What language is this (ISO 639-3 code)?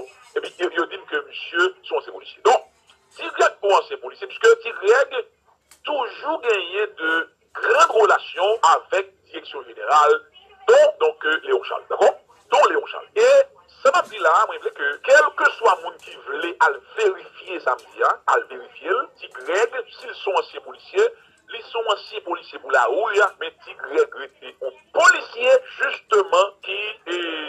hat